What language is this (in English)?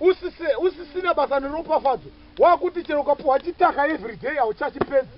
Shona